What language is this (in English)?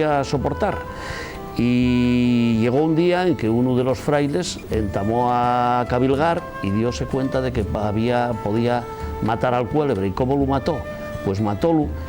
Asturian